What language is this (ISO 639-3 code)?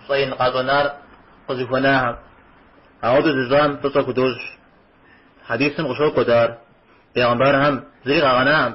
kbd